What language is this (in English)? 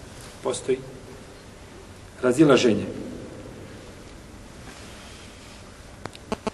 Bosnian